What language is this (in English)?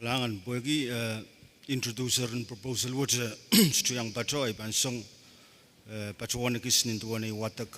Pohnpeian